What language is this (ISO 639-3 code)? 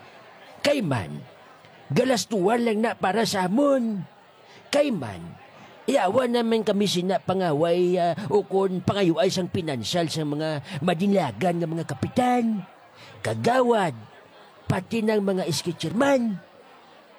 hil